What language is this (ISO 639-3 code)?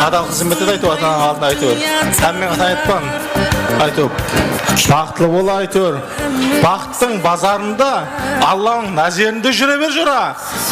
kaa